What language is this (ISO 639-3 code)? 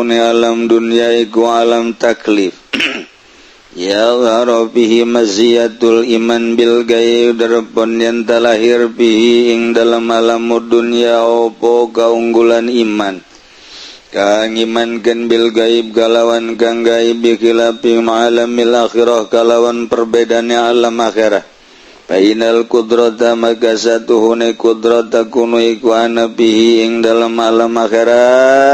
sun